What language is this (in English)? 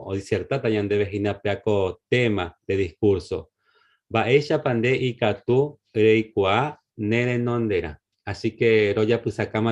Guarani